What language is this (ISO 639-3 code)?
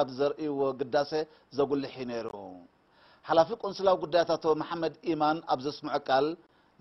tir